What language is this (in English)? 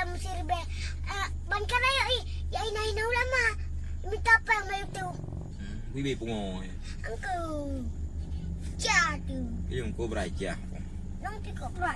Achinese